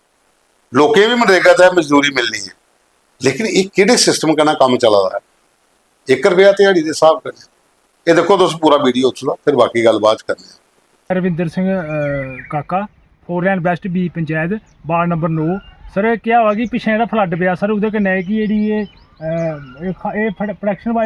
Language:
Dogri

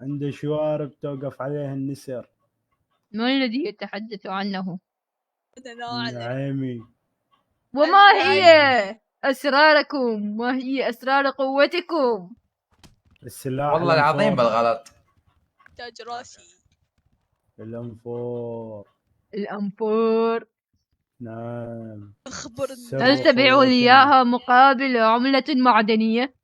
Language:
Mesopotamian Arabic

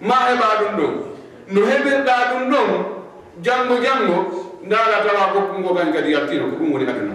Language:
Fula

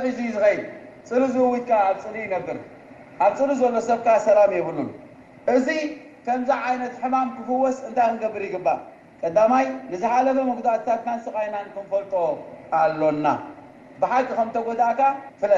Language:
Tigrinya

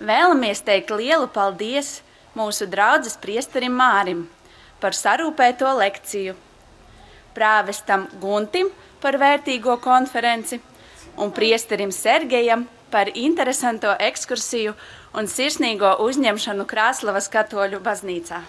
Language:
Latgalian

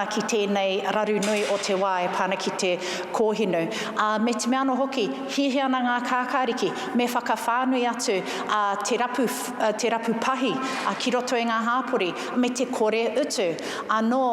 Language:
Māori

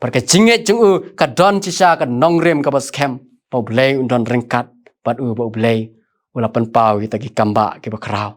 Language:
Khasi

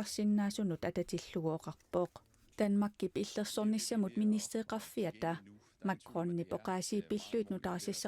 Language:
Kalaallisut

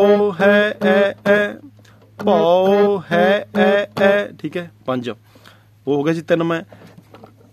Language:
Punjabi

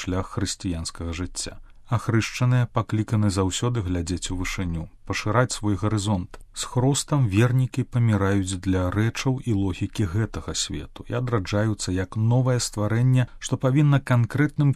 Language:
Belarusian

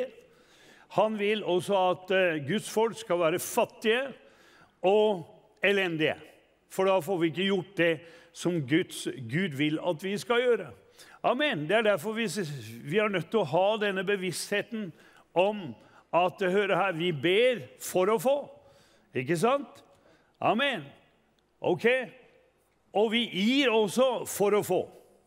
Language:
Norwegian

